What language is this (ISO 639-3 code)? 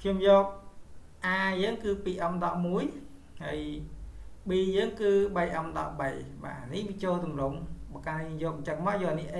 khm